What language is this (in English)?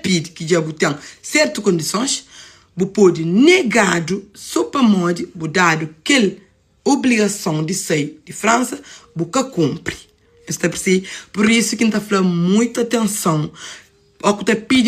Kabuverdianu